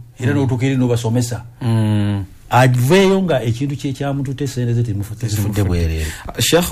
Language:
Ganda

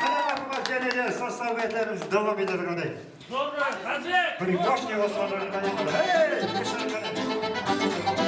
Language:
Kara-Kalpak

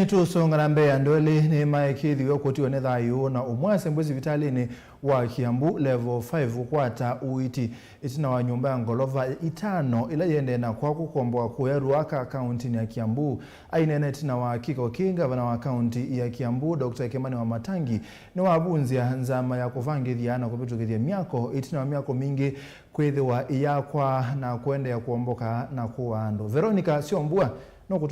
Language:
Kamba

